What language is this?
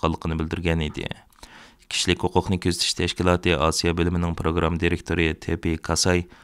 Uyghur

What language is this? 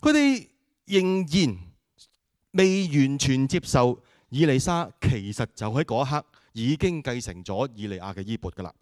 Cantonese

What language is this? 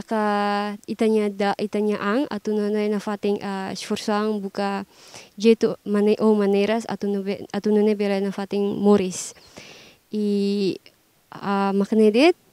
Tetum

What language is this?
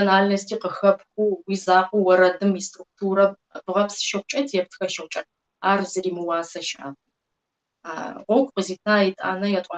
Kabardian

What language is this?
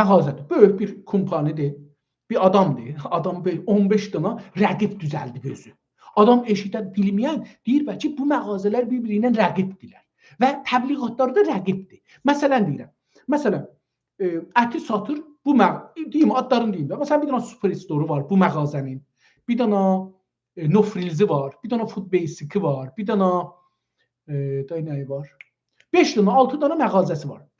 South Azerbaijani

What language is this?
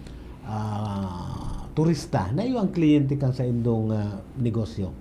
Bikol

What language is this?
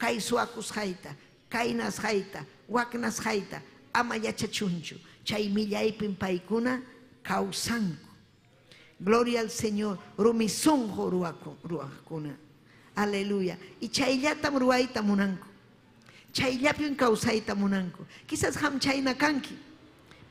Ayacucho Quechua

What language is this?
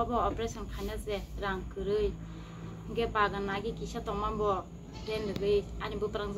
Kok Borok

